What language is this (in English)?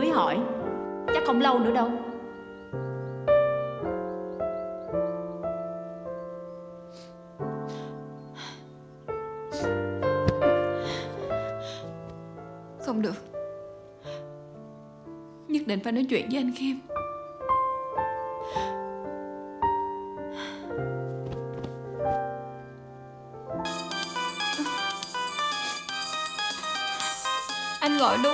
Vietnamese